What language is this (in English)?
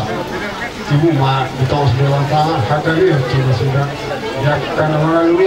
Batak Toba